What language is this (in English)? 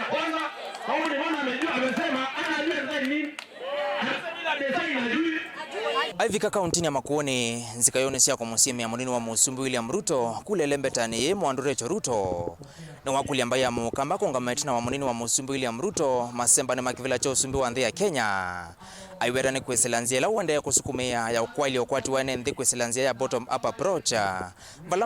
Kamba